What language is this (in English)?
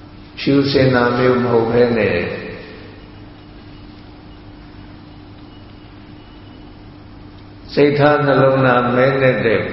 Burmese